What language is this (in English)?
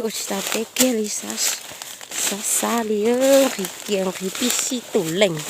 Hmong